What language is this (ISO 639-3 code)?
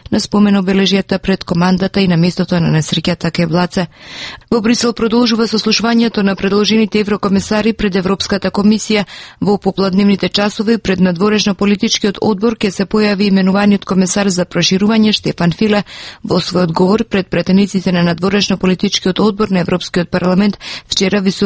mkd